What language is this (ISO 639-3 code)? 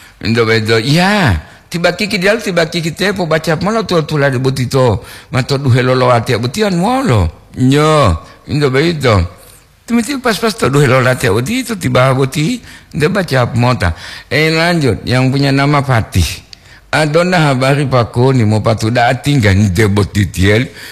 gor